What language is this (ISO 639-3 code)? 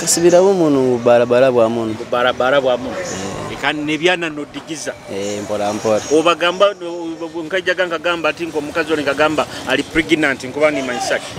nyo